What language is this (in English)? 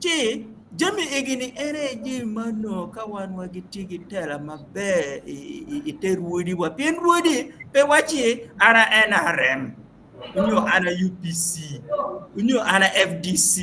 Acoli